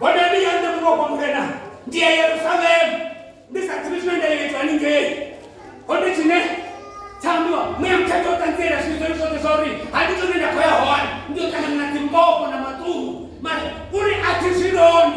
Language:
Venda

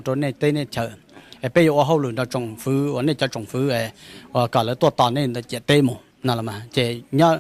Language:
Hmong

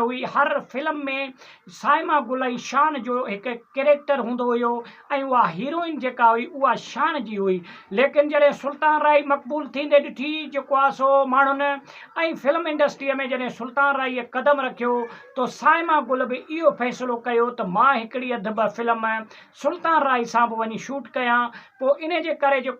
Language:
Sindhi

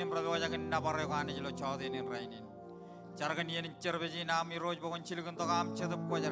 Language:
Marshallese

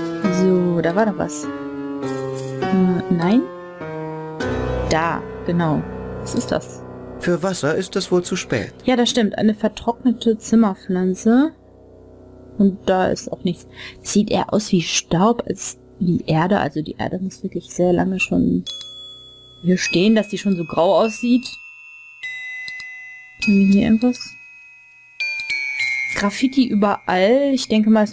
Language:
German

